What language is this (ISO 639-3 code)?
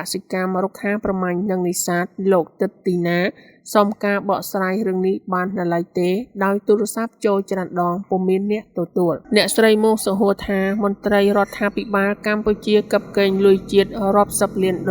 khm